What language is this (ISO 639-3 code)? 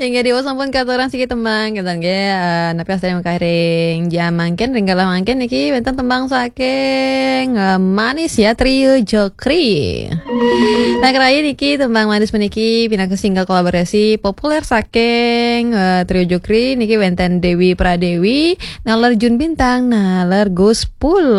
ban